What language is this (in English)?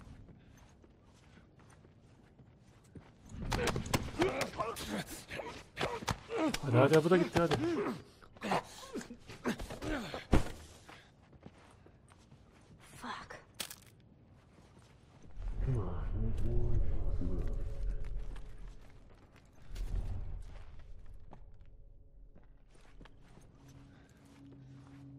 Turkish